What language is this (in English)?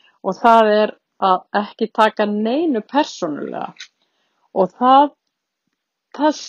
Icelandic